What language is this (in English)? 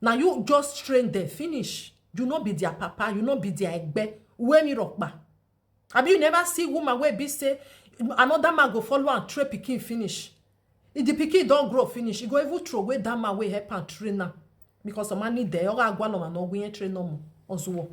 Nigerian Pidgin